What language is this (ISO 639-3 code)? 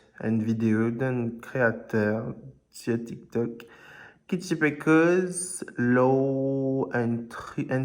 mfe